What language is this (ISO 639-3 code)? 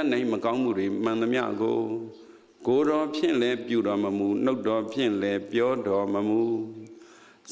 mya